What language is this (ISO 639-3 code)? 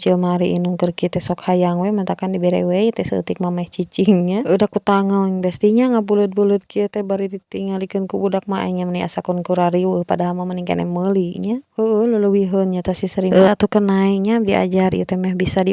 sun